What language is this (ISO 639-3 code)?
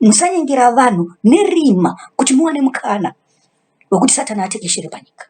sna